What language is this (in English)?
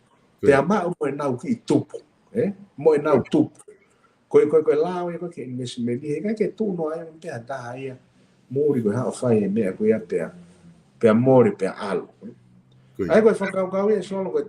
Tongan